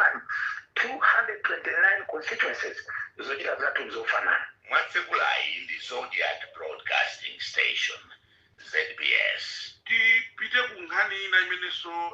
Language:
Nyanja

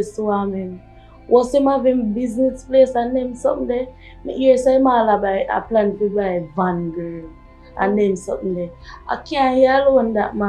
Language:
Jamaican Creole English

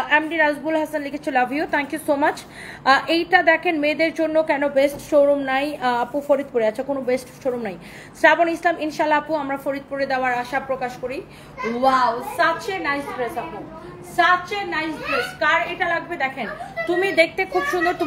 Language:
Bangla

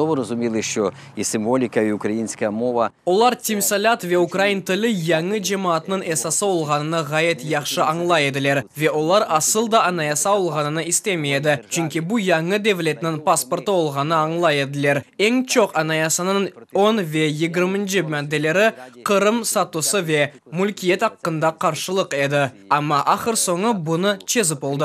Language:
Crimean Tatar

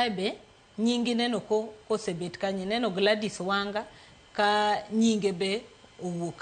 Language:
Luo (Kenya and Tanzania)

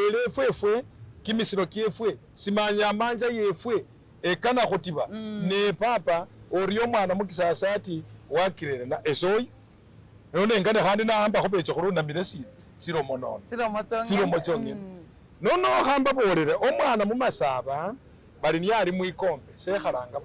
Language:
Masaaba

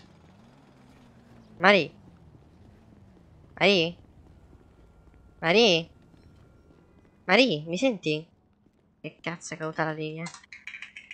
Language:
Italian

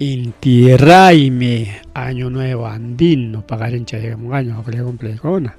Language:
Ayacucho Quechua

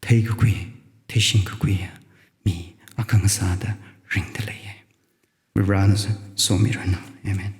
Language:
Tangkhul Naga (India)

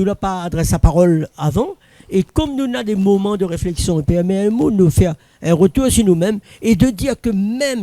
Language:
Réunion Creole French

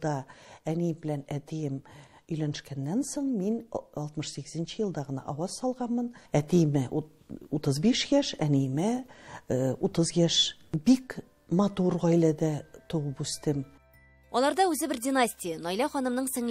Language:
Tatar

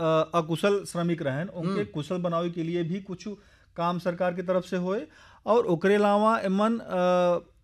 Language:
Bhojpuri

